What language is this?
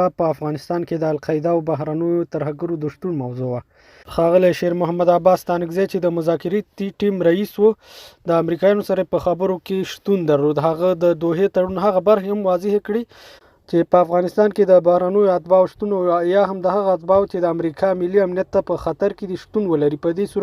Pashto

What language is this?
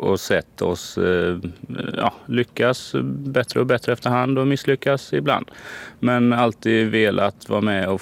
Swedish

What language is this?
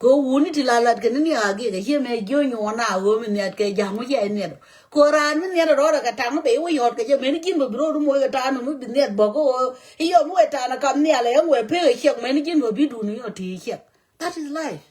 Nuer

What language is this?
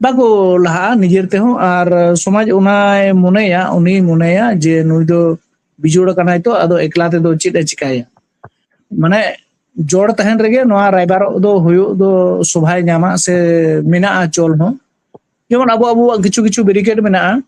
Santali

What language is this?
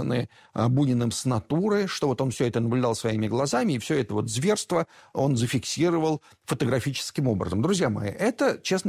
Russian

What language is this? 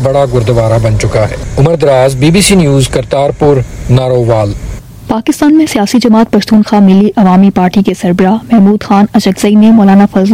Hindi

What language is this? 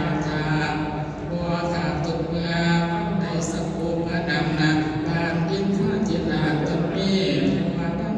Northeastern Thai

